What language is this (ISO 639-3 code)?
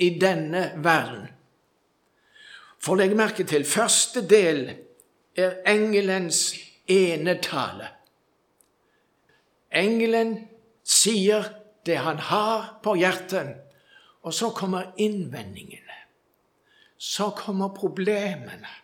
nor